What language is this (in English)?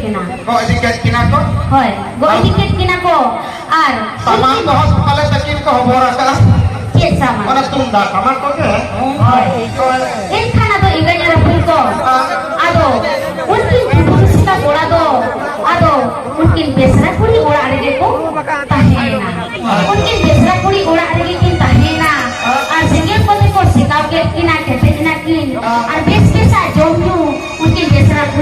Santali